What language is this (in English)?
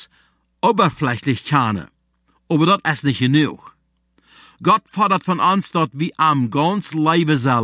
German